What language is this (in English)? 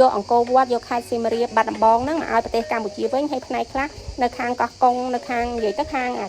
Khmer